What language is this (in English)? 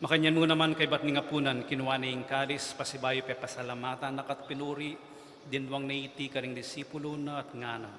Pampanga